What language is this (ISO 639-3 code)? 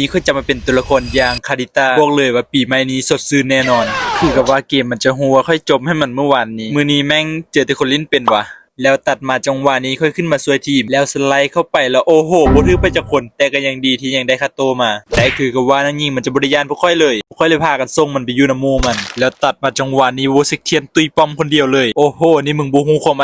lao